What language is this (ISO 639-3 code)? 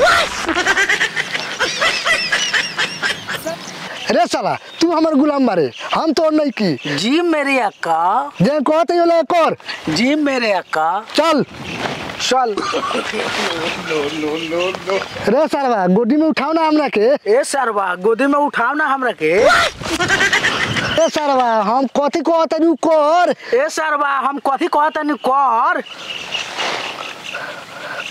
bho